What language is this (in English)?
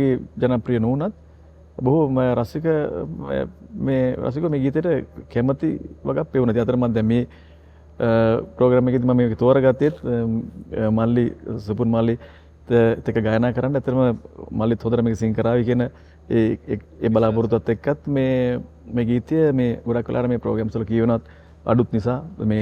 Sinhala